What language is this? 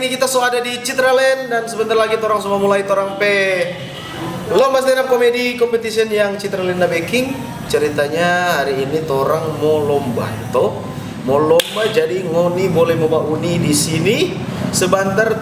Manado Malay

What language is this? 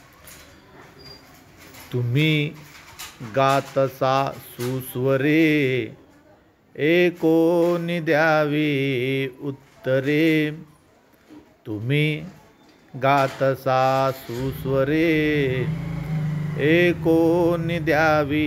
Marathi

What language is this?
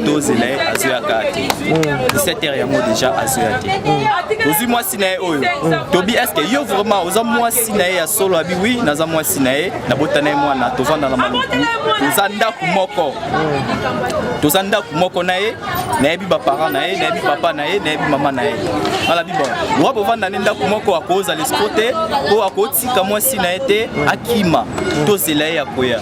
Lingala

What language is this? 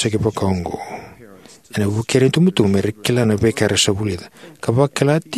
Fijian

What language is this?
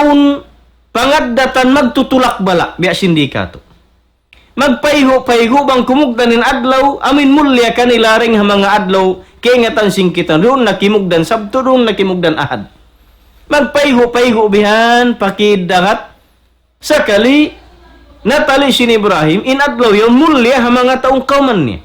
Tausug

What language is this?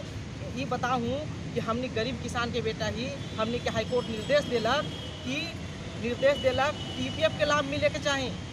Magahi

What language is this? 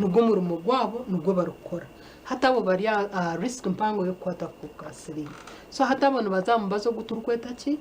Nyankole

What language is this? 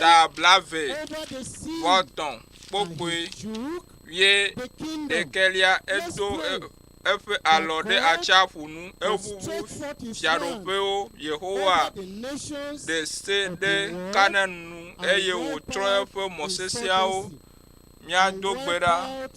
Ewe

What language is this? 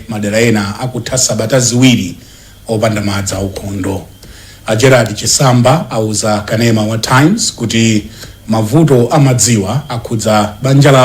Nyanja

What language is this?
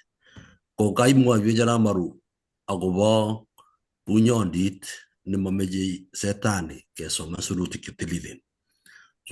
Kalenjin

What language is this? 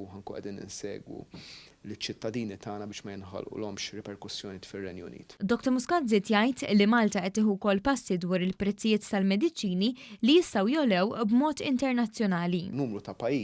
Maltese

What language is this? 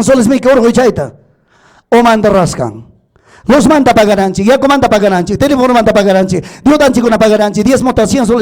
Ayacucho Quechua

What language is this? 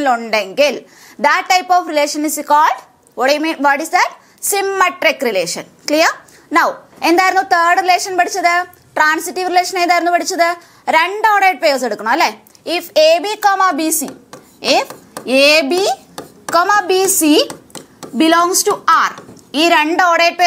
Malayalam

